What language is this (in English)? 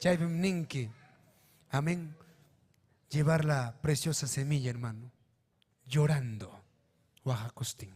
Ayacucho Quechua